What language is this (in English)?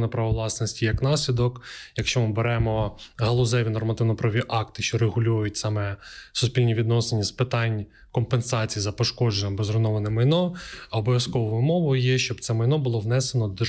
Ukrainian